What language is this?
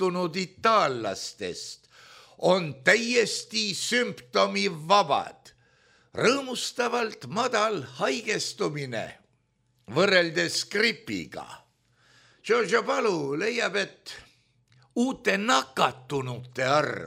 Estonian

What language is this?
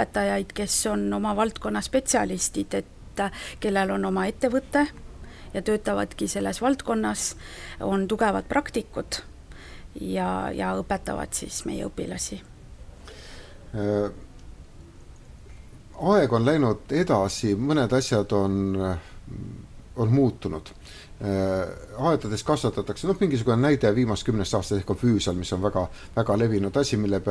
Estonian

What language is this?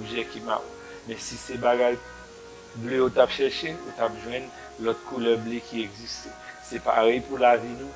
Haitian Creole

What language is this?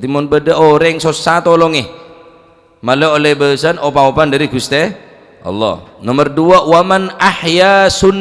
Madurese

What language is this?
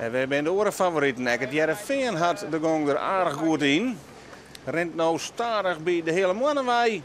Western Frisian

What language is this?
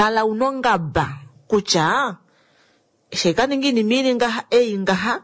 Kuanyama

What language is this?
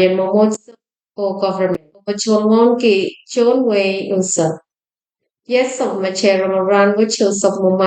Pohnpeian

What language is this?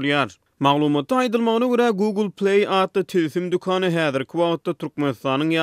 Turkmen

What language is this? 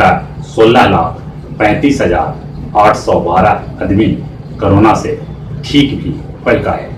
Magahi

